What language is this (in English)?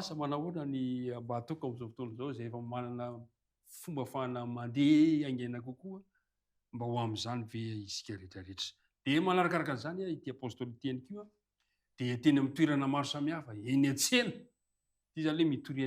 Malagasy